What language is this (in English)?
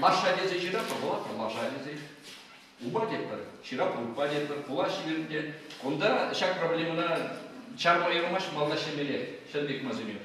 Chuvash